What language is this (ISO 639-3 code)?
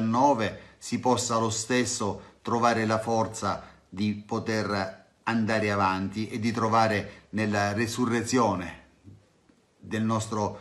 ita